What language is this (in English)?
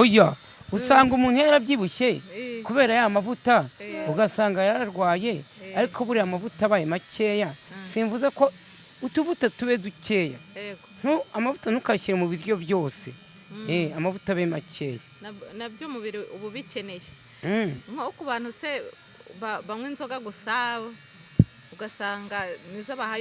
Kinyarwanda